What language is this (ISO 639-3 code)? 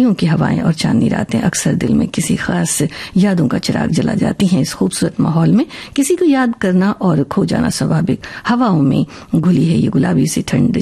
hin